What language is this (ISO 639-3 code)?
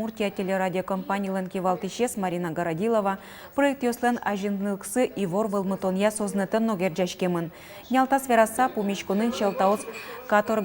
udm